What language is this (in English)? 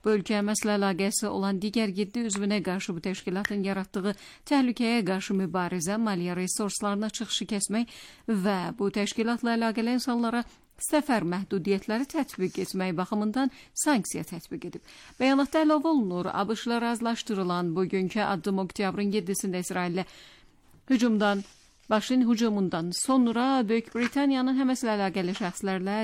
Azerbaijani